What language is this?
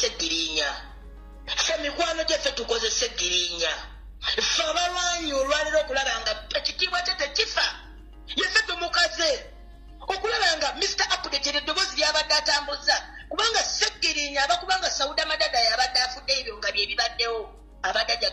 Ganda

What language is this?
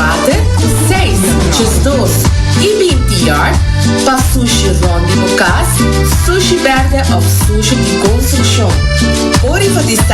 Papiamento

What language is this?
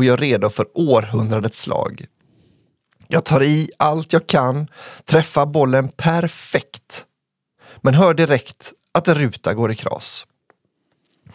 Swedish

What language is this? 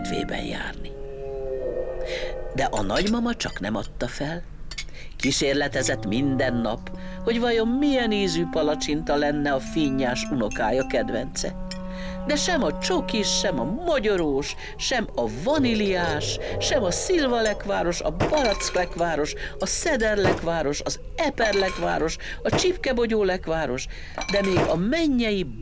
Hungarian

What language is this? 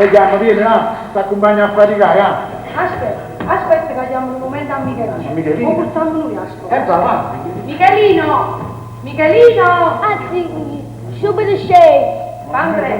Neapolitan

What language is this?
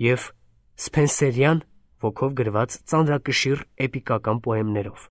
Armenian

